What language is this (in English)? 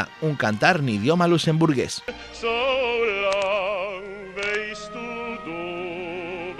Asturian